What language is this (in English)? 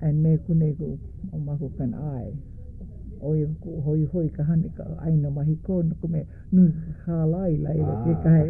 Hawaiian